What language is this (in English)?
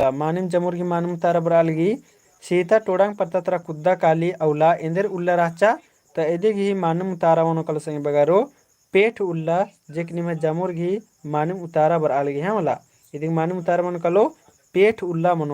Kurukh